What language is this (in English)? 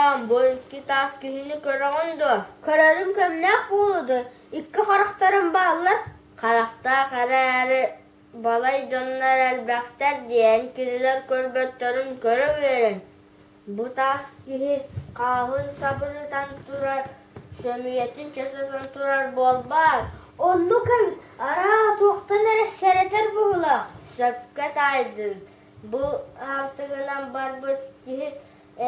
Yakut